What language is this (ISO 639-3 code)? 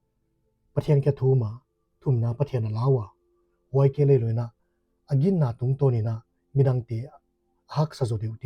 pck